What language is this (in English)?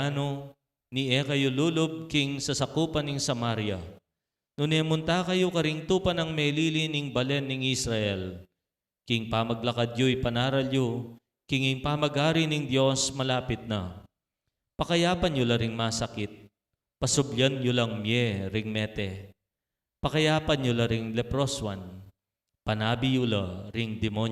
Pampanga